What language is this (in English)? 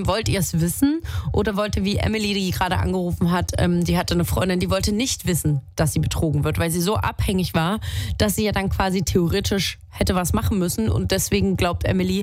German